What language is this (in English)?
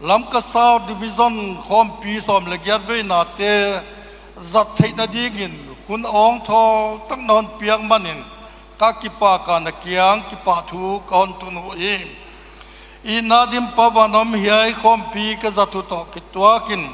Paite Chin